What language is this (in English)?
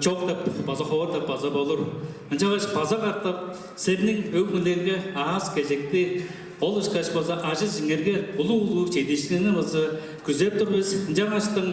Tuvinian